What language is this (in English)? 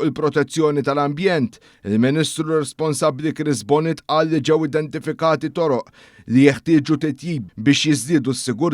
Maltese